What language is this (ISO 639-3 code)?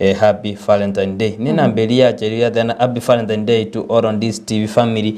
guz